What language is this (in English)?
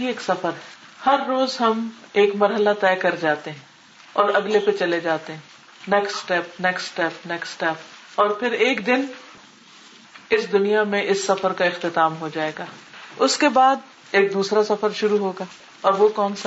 Urdu